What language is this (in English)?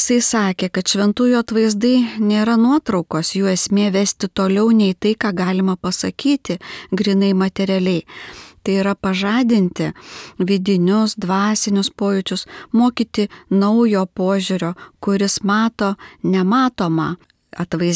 Lithuanian